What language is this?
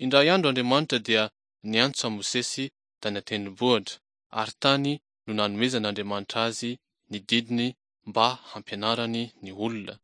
Malagasy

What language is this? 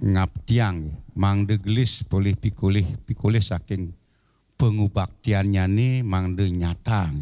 Balinese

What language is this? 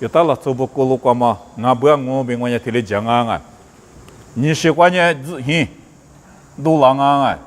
Lisu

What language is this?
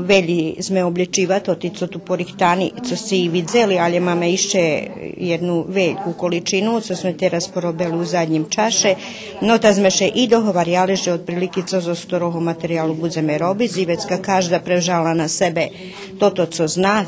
Rusyn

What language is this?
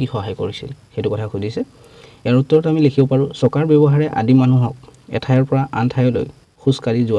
Assamese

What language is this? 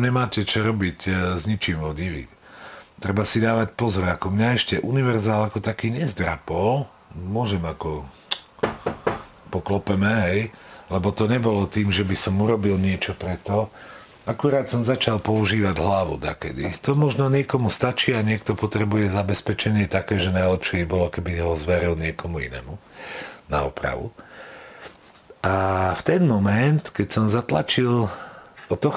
Slovak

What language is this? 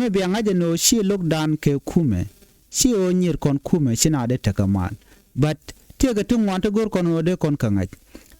Nuer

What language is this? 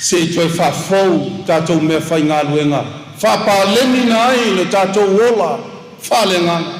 Samoan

